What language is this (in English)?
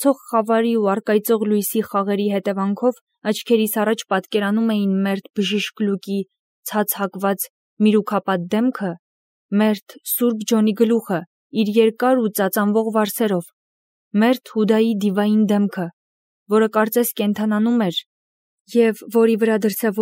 Armenian